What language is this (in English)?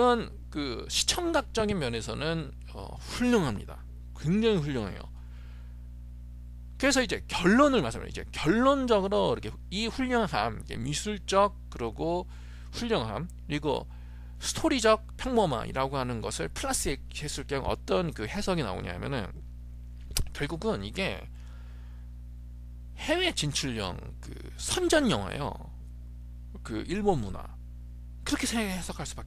Korean